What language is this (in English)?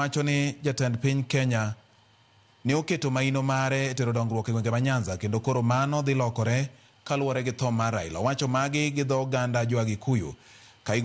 Luo (Kenya and Tanzania)